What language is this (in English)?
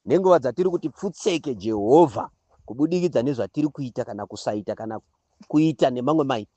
Shona